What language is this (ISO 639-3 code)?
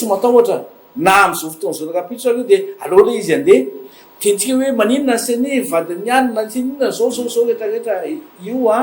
mlg